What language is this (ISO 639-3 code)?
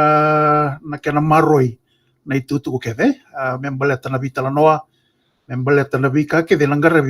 fij